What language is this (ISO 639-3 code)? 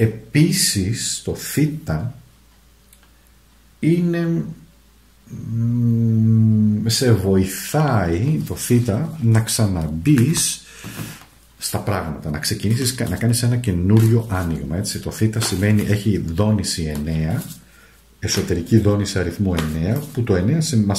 ell